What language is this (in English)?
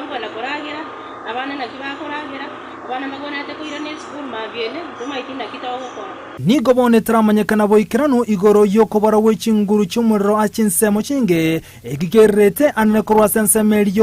Gusii